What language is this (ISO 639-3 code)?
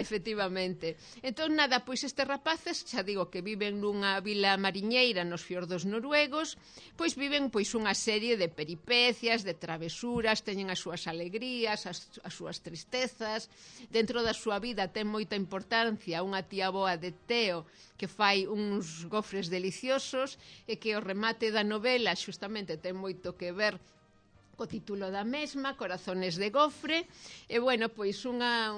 glg